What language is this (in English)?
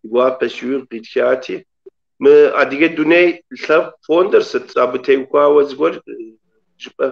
Kabardian